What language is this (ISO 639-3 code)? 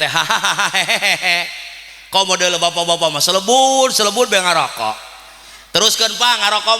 sun